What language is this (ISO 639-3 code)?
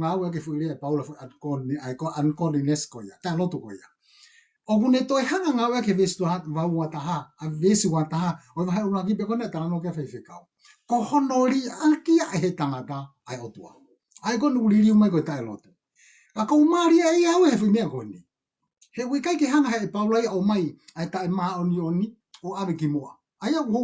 ton